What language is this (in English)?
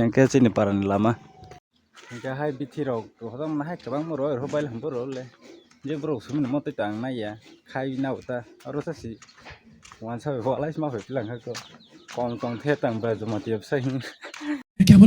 Kok Borok